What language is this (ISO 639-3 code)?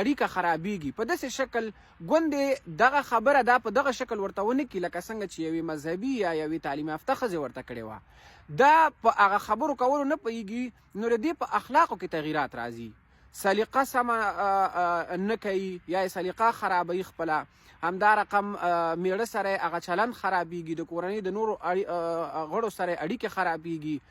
pus